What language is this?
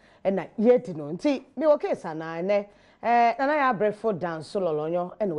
Akan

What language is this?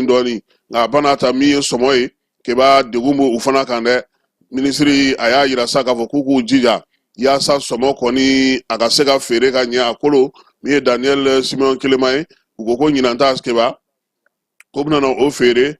Bambara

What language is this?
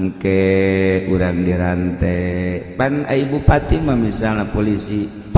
Sundanese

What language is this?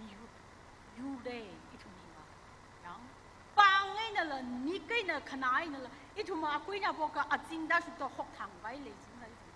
Tangkhul Naga (India)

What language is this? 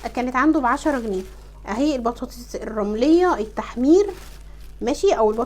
Egyptian Arabic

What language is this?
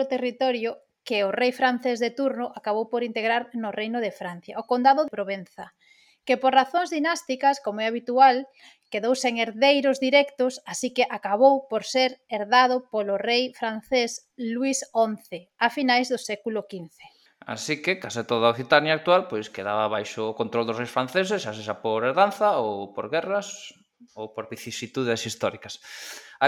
Galician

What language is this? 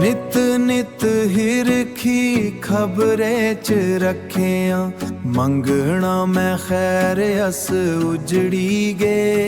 Dogri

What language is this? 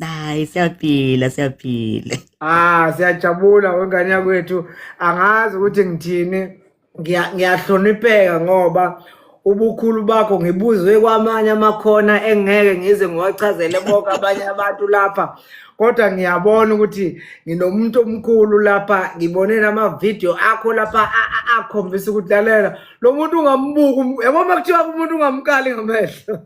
Zulu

